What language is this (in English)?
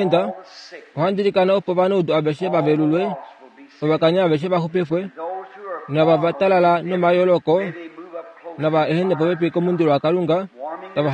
Kuanyama